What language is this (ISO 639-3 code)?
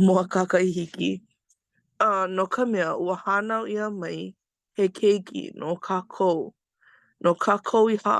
haw